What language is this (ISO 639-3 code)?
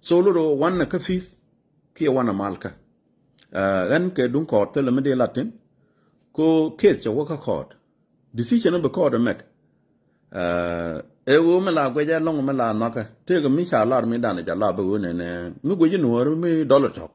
nus